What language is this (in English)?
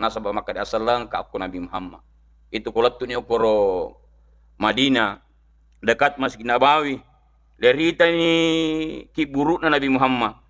Buginese